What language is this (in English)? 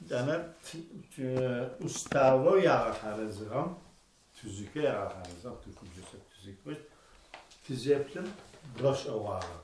Adyghe